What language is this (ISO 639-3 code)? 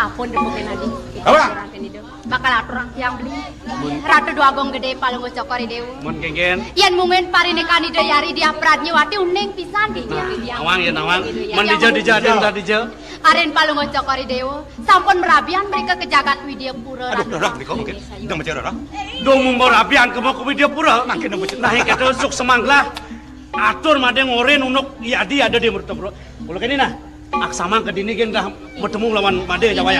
ban